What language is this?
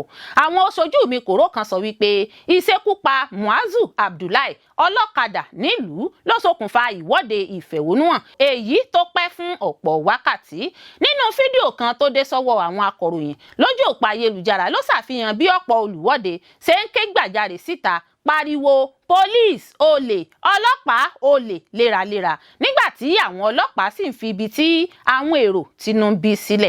Yoruba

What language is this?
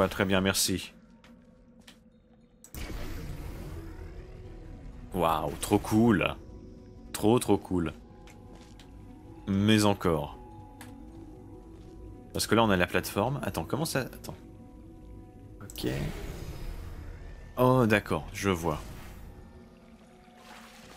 French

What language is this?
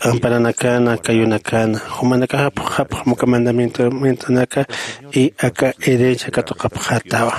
Aymara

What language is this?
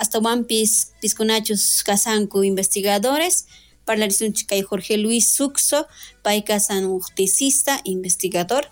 South Bolivian Quechua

